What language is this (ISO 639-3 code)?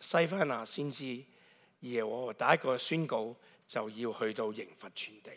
yue